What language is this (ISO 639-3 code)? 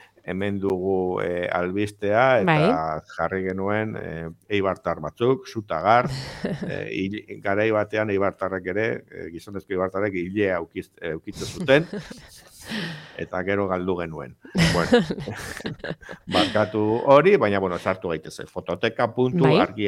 eus